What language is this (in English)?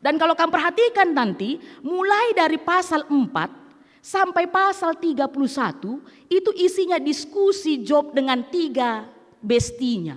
Batak Karo